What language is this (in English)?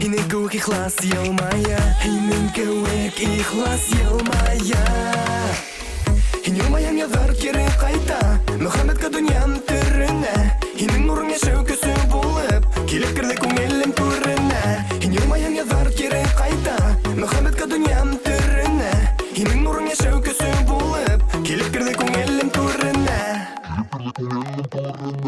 Bashkir